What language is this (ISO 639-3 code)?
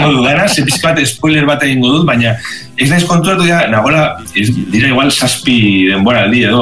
eus